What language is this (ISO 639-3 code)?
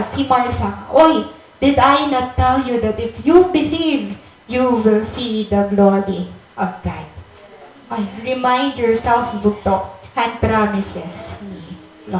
war